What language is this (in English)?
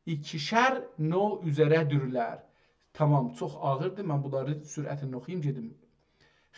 South Azerbaijani